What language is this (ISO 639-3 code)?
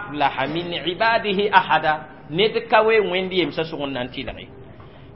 mos